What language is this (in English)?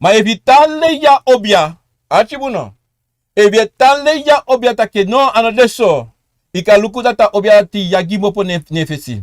Sranan Tongo